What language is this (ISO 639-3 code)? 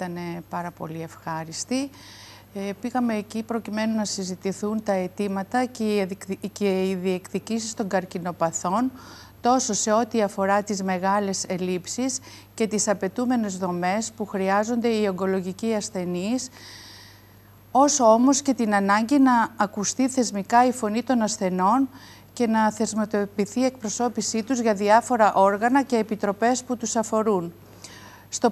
ell